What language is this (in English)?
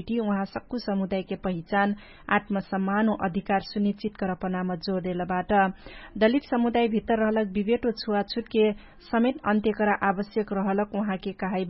Dangaura Tharu